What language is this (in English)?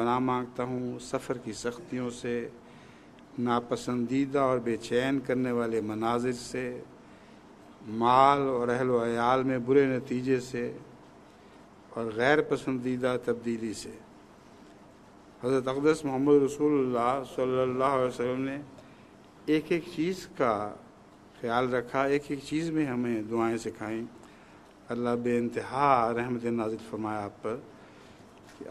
Urdu